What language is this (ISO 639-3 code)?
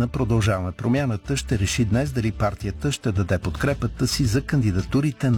bul